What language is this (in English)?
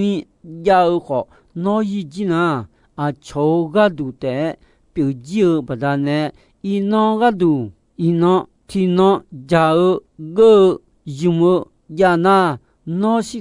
Akha